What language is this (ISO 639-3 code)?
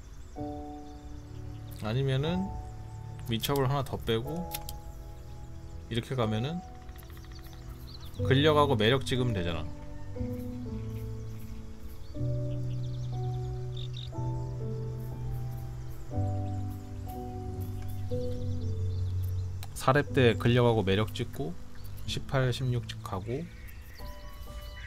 kor